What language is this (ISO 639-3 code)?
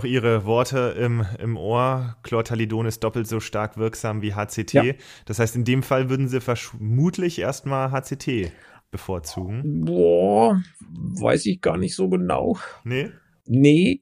deu